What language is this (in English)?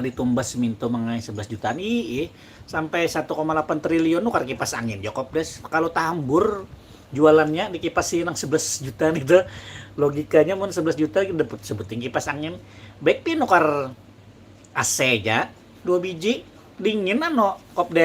Banjar